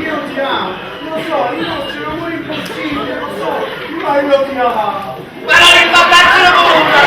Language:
Neapolitan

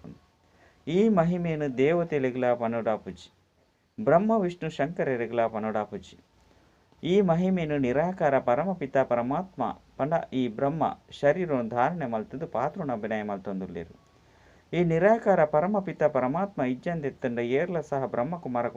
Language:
Tulu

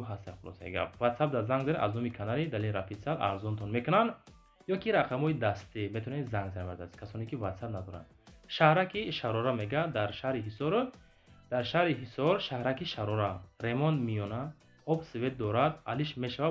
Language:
Tajik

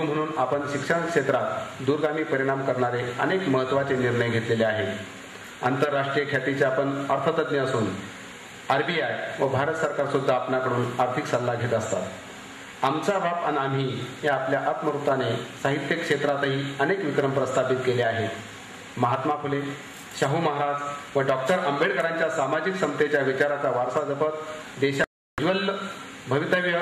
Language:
Marathi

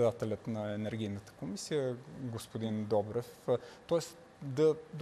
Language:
Bulgarian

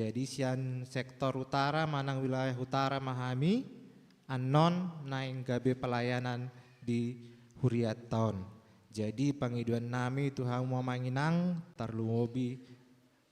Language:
Batak Toba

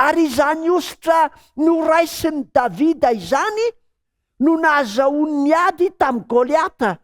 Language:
Malagasy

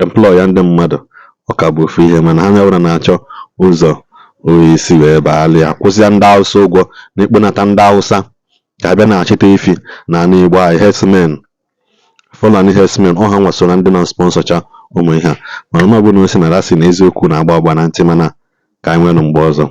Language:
Igbo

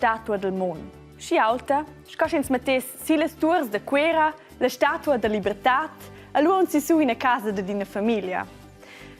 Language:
Romansh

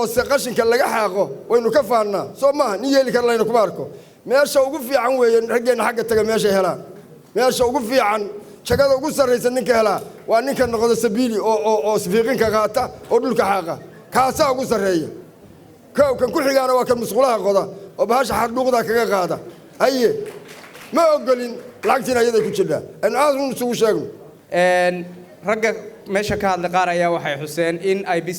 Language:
Somali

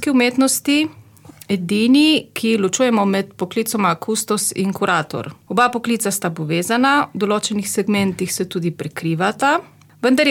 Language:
Slovenian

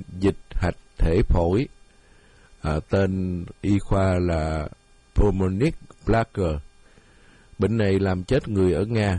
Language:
Vietnamese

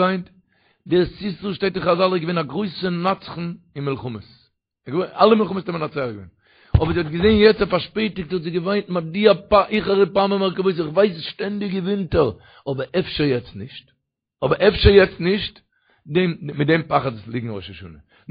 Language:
Yiddish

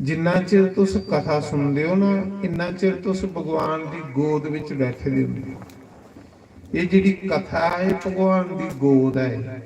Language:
Dogri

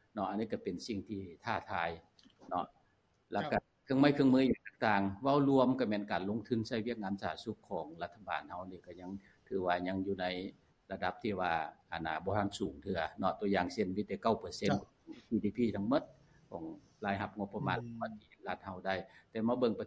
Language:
Lao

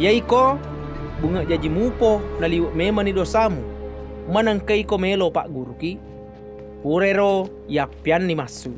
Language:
Buginese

